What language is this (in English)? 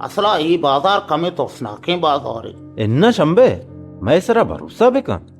Baluchi